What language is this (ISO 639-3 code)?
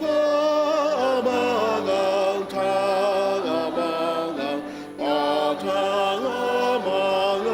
njo